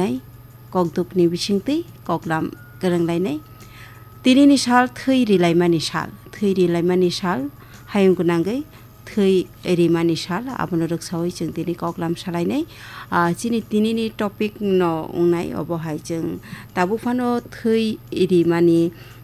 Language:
Kok Borok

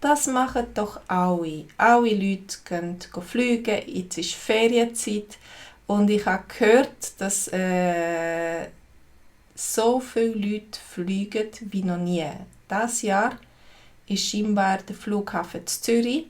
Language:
Swiss German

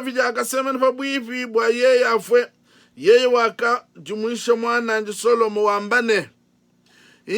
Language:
Luba-Lulua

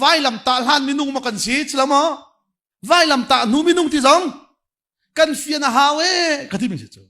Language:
Hakha Chin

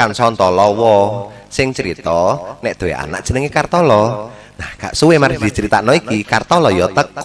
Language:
Javanese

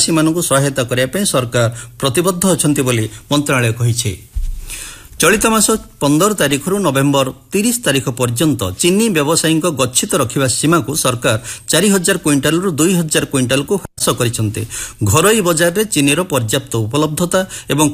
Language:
Odia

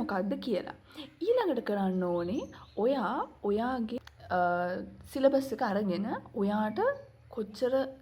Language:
Sinhala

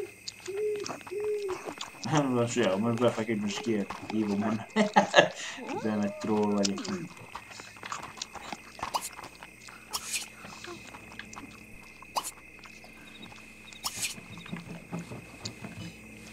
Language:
Hungarian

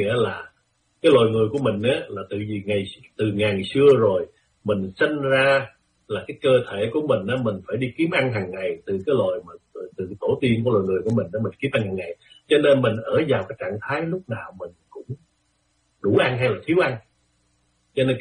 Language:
Vietnamese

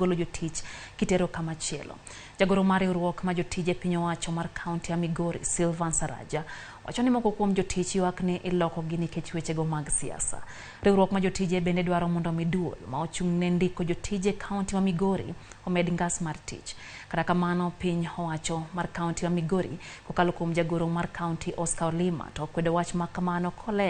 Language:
Luo (Kenya and Tanzania)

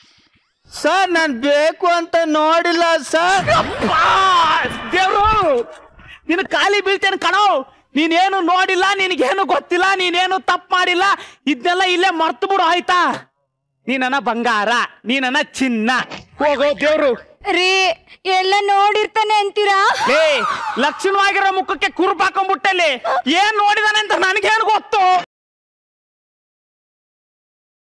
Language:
Kannada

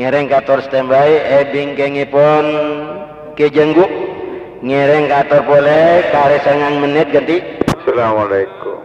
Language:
Madurese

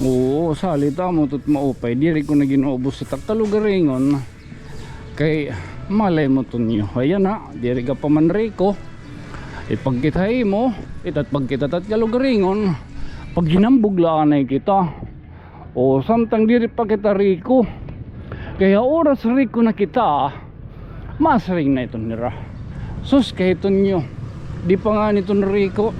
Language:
Waray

